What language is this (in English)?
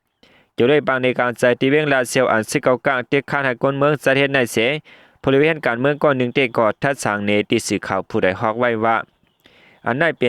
Shan